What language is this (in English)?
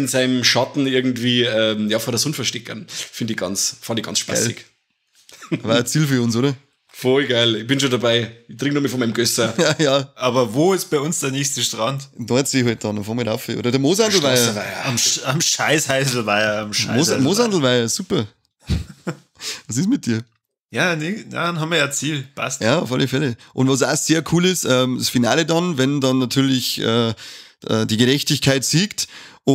Bavarian